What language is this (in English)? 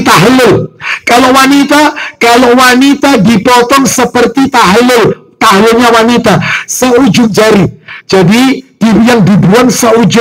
Indonesian